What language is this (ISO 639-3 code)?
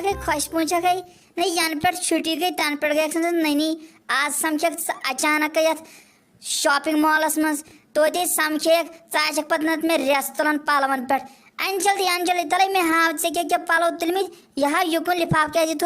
kas